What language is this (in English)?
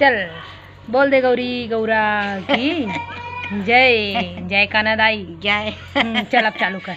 Chhattisgarhi